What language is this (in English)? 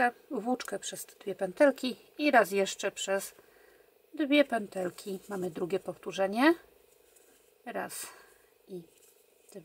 Polish